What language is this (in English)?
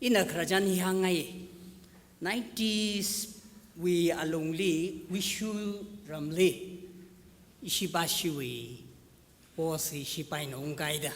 Tangkhul Naga (India)